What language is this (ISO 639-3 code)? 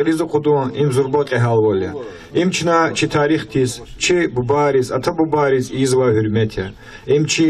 lez